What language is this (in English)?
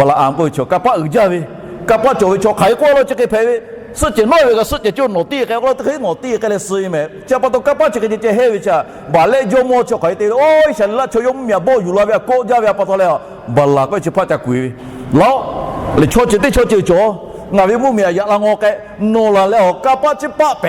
Lahu